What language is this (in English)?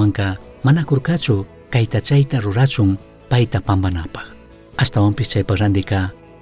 Chimborazo Highland Quichua